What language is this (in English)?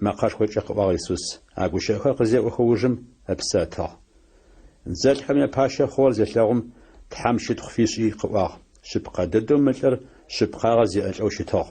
Adyghe